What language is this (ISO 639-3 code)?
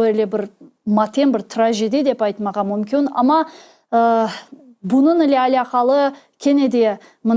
crh